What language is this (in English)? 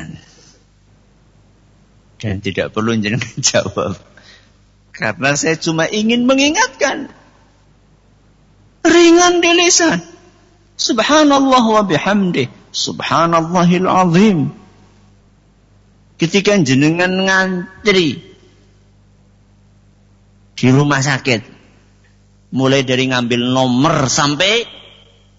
Indonesian